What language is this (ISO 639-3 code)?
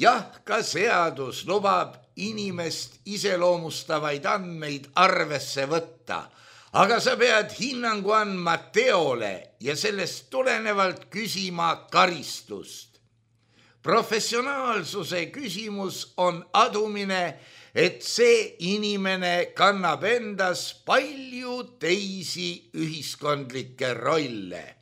est